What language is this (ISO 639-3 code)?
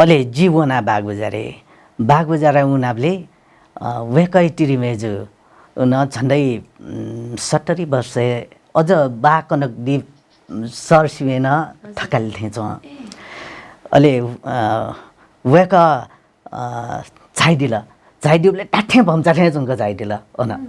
new